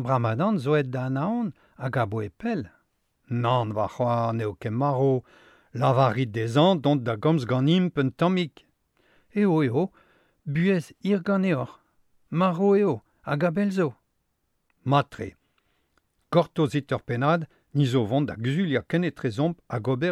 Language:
Breton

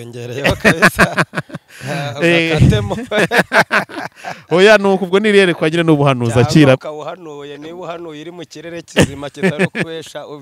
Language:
Kinyarwanda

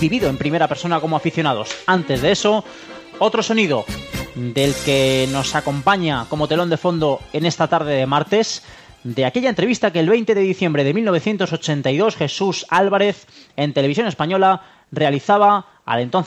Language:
Spanish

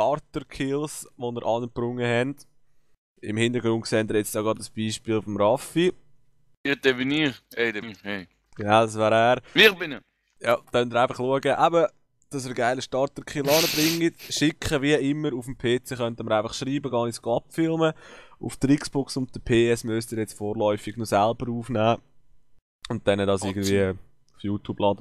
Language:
Swiss German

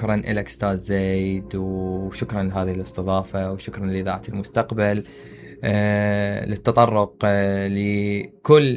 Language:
Mesopotamian Arabic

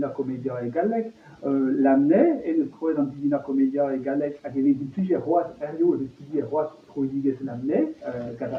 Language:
Breton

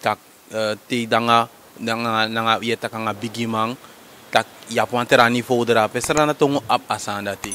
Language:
Sranan Tongo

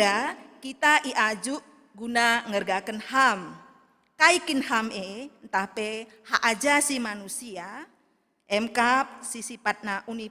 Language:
Batak Karo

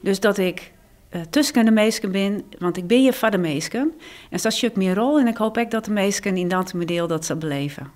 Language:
Western Frisian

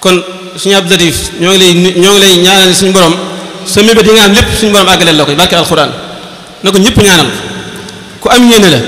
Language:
Wolof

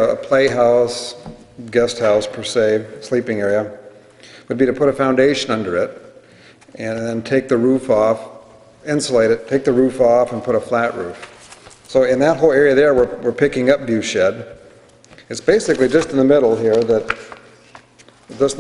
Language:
English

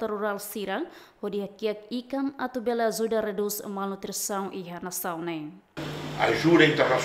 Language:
Tetum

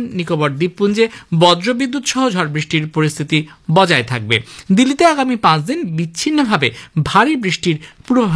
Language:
Bangla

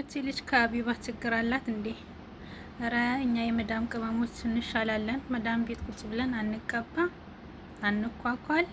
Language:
Amharic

